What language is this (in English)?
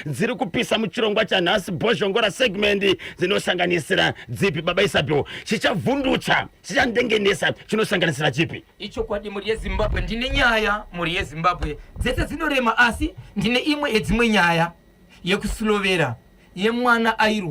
Shona